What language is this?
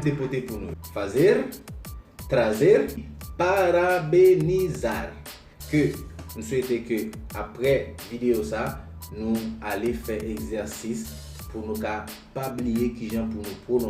Haitian Creole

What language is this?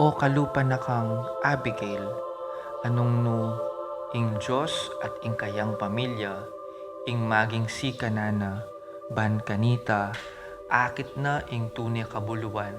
Pampanga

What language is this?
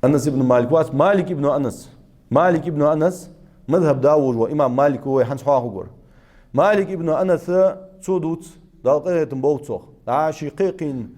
Ingush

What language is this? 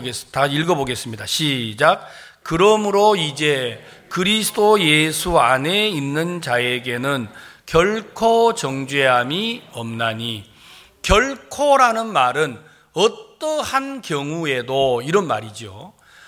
Korean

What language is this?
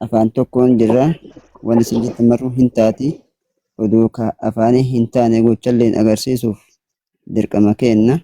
Oromo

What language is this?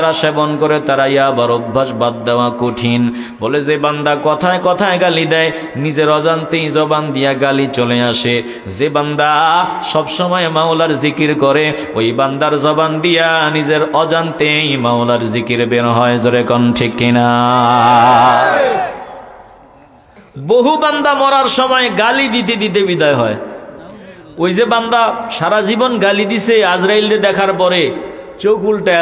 Bangla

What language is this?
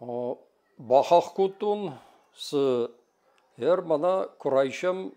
Ossetic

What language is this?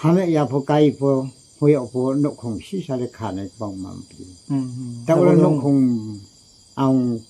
Riang (India)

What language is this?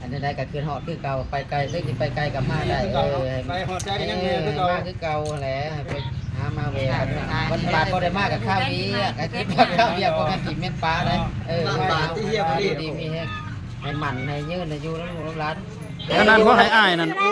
Lao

